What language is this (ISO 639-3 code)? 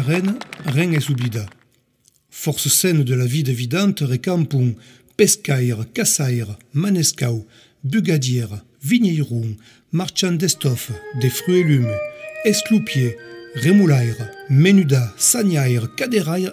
oci